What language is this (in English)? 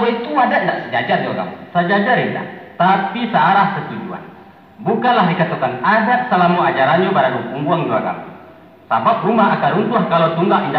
Minangkabau